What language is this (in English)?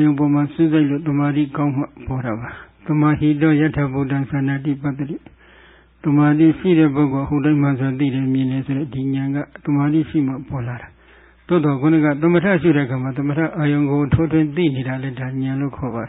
Burmese